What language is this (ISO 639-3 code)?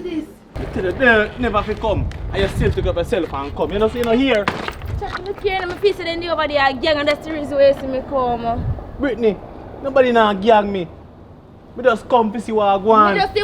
jam